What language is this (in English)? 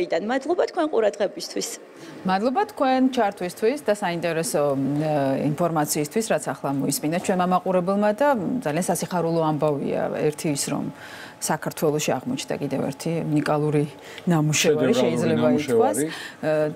Georgian